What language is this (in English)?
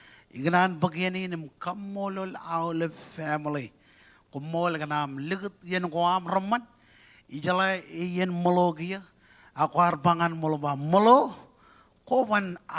Marshallese